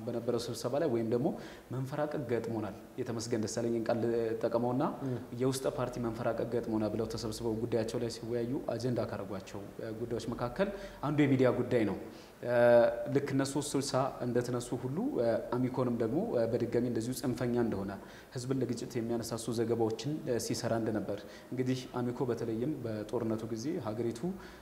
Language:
Amharic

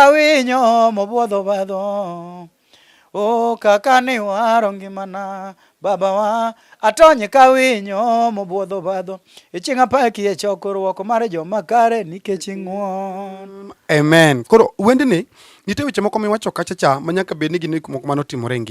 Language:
Luo (Kenya and Tanzania)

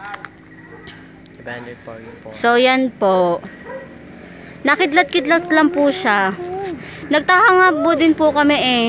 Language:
Filipino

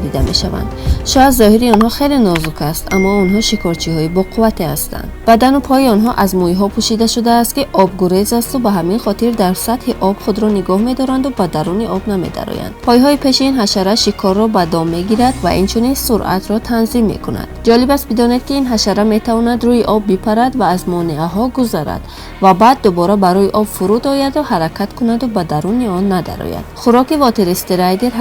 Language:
Tajik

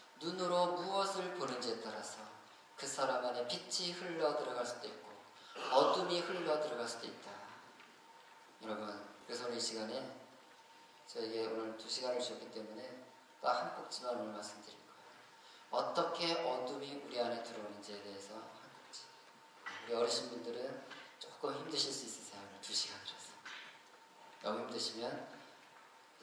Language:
Korean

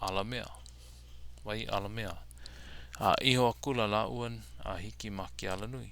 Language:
Hawaiian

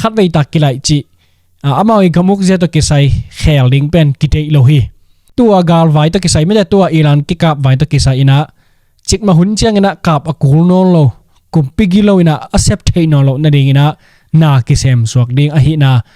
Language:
Tedim Chin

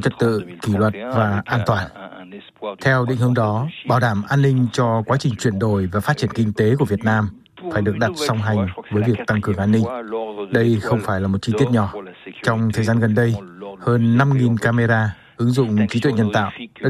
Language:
Vietnamese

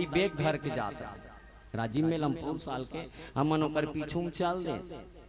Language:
Chhattisgarhi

